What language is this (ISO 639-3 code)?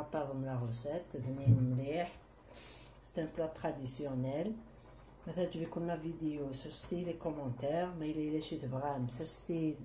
kab